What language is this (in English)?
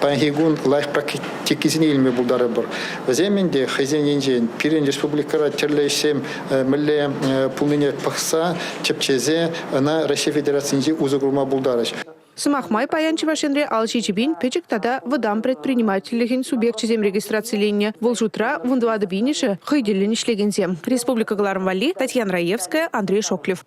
Chuvash